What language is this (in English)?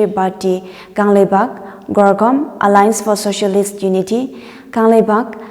Tangkhul Naga (India)